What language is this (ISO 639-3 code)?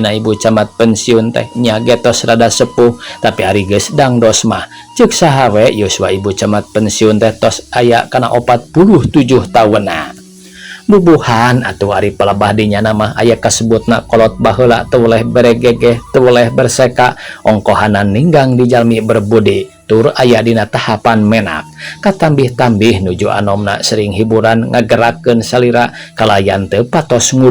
sun